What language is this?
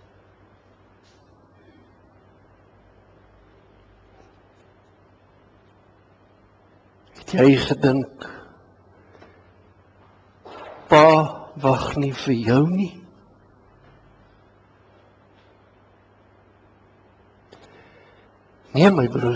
Afrikaans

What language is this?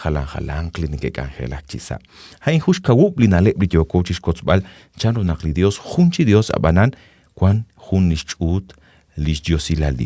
Kekchí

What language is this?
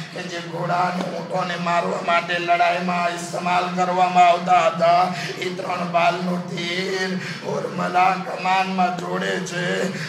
Gujarati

